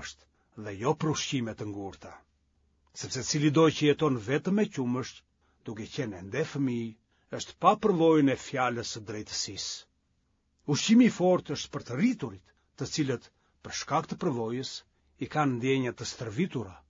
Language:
Albanian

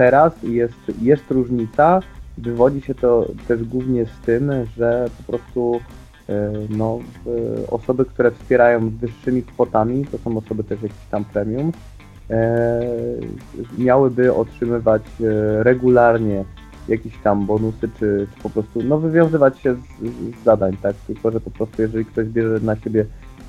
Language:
Polish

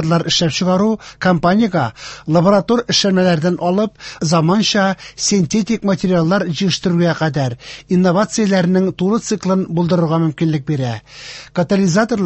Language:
Tatar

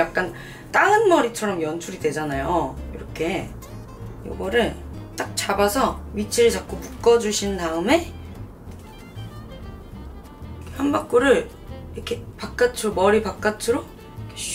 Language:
Korean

